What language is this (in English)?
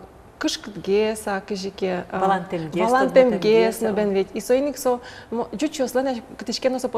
Udmurt